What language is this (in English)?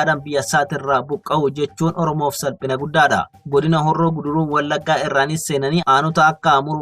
Oromo